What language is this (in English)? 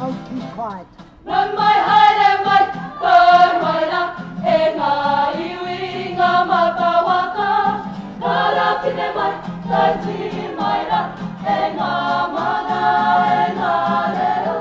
Māori